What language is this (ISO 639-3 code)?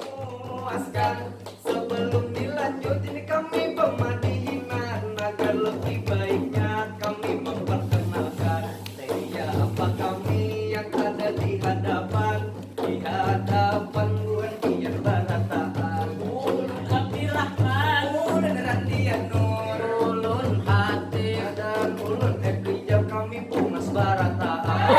bjn